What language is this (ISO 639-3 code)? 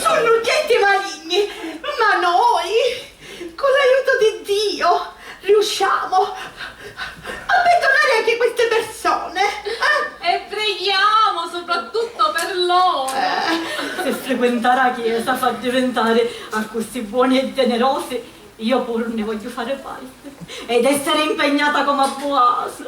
scn